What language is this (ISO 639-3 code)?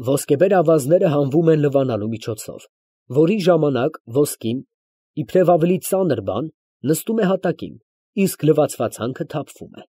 hye